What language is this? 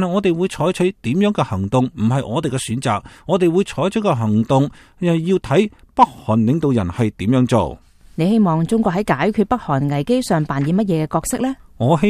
Cantonese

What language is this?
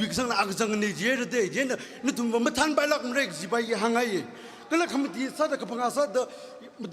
Tangkhul Naga (India)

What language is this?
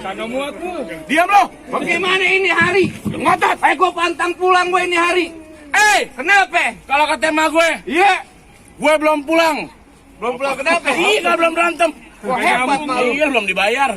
Betawi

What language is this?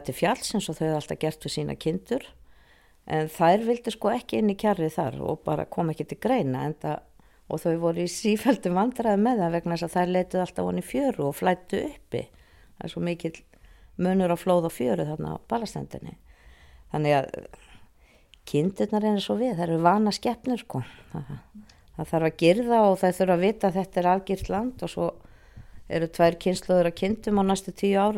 Icelandic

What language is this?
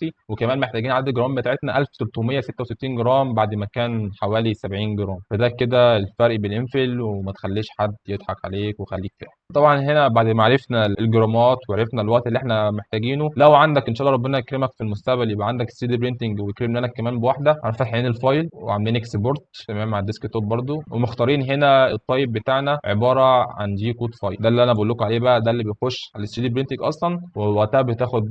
Egyptian Arabic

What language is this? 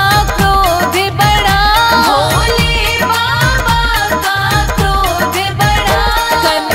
Hindi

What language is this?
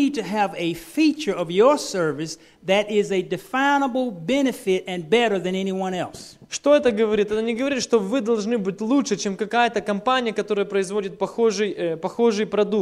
Russian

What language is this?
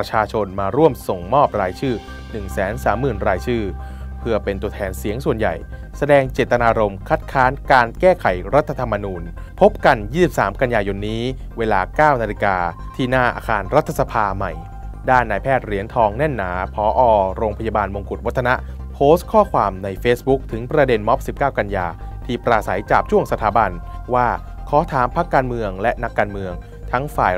Thai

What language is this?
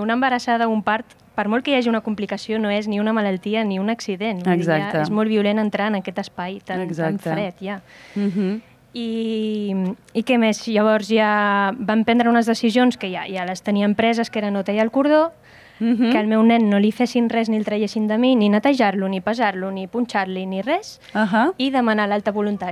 Catalan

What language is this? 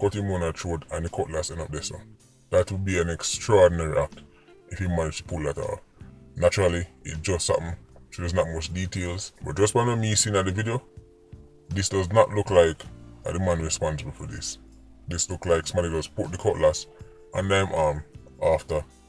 Jamaican Creole English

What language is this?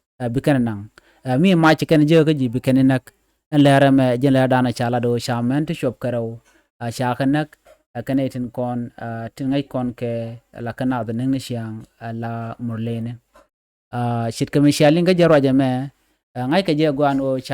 Nuer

